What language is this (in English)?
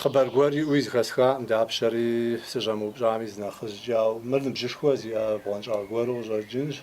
Kabardian